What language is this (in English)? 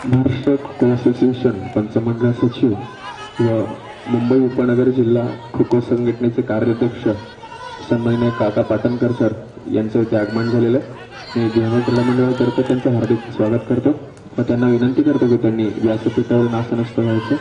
Marathi